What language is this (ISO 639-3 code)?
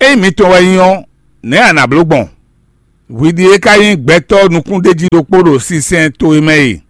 fon